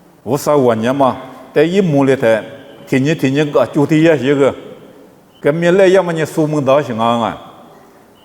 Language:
Lisu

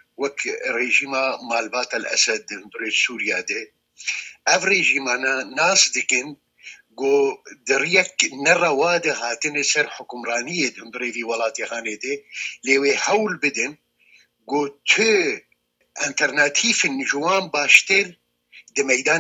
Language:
Kurdish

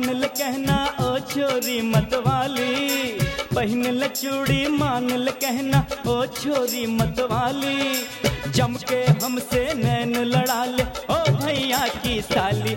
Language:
Bhojpuri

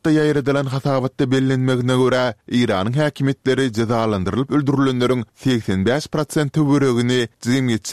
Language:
Turkmen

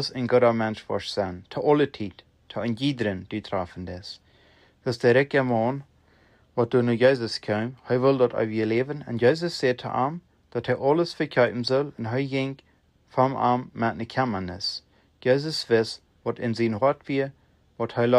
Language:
Plautdietsch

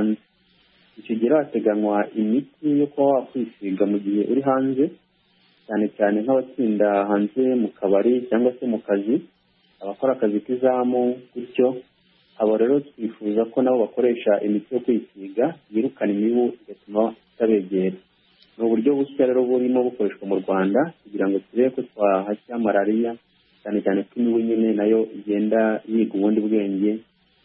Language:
Kinyarwanda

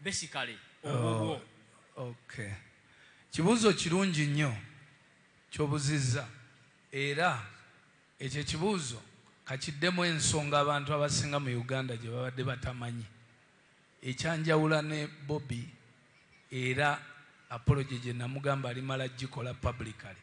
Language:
Ganda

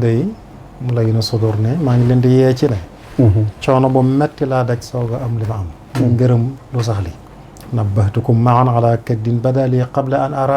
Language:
Wolof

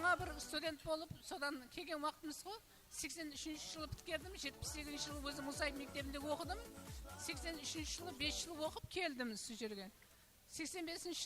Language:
Kara-Kalpak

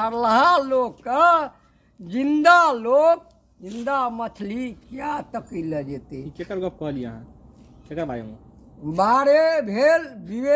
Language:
Maithili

